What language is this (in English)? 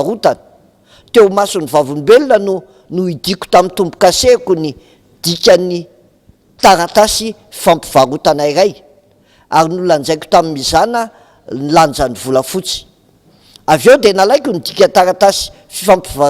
Malagasy